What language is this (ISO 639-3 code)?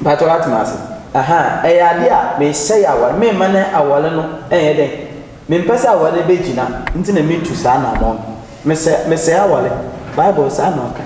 aka